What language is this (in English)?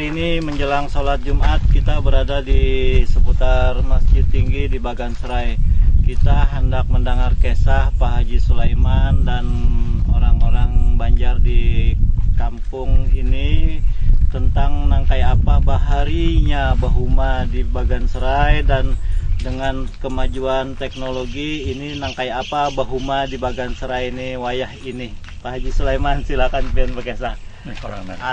Banjar